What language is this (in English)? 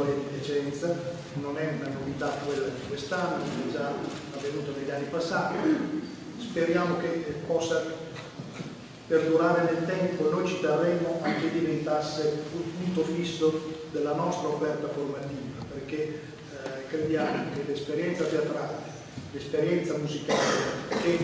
Italian